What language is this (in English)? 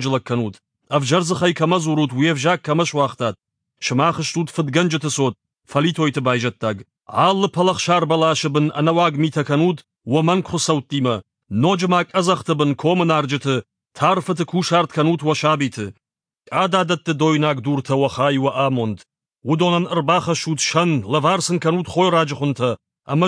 Ossetic